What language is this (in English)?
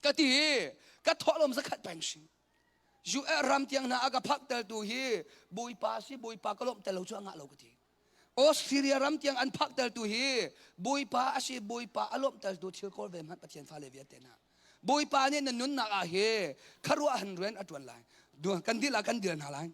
Hakha Chin